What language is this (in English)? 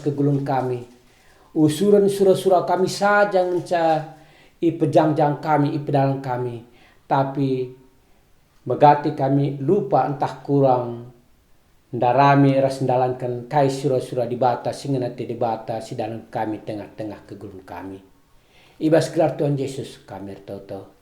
Batak Karo